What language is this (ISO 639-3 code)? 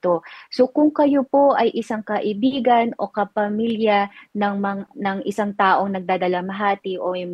fil